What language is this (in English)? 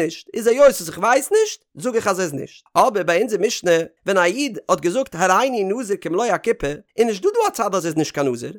Yiddish